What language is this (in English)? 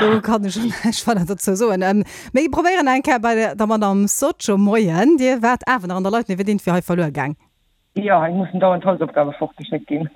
Luxembourgish